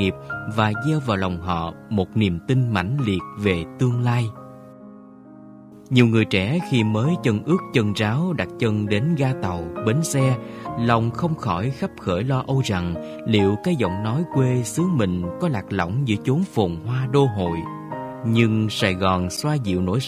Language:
Vietnamese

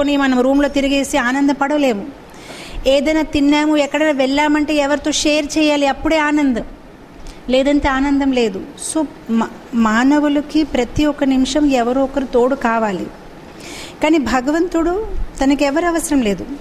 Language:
Telugu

